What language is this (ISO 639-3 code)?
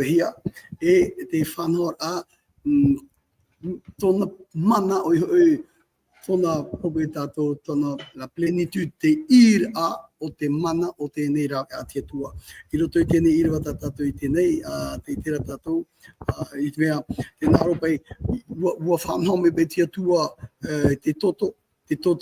tah